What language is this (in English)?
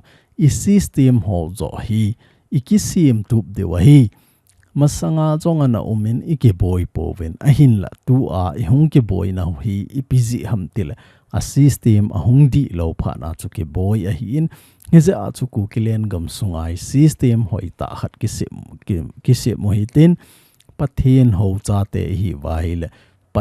Thado Chin